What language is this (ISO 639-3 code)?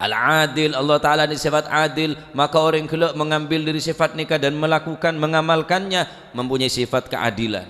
mad